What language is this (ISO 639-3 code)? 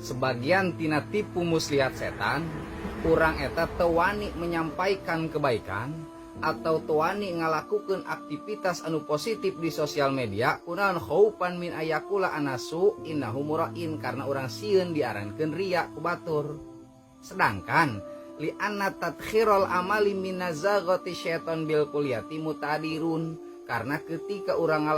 sun